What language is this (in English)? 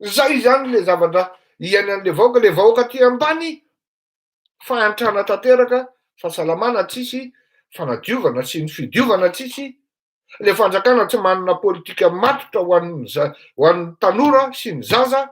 Malagasy